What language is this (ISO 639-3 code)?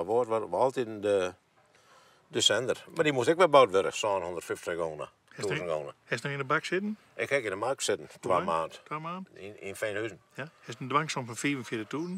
fry